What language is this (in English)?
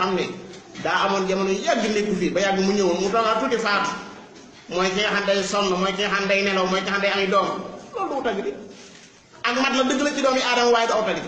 Wolof